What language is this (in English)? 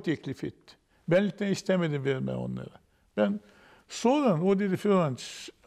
Gagauz